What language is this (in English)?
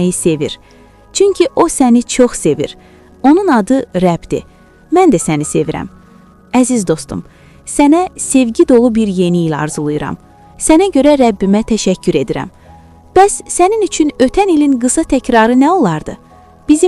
Azerbaijani